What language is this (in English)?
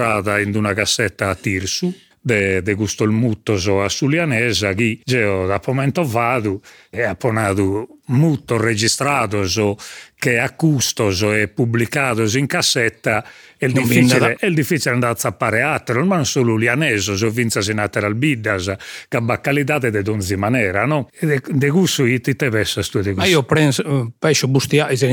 Sardinian